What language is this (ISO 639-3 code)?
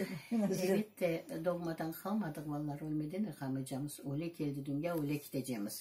crh